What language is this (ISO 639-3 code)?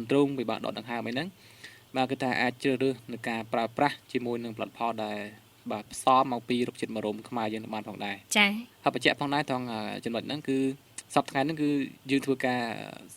khm